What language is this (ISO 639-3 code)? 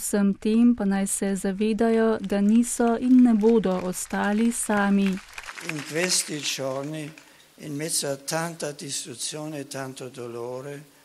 slv